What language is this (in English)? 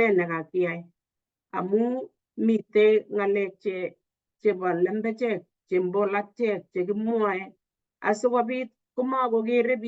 Kalenjin